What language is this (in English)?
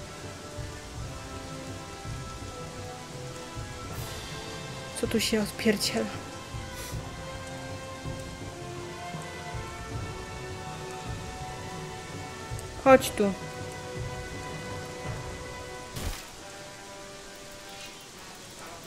Polish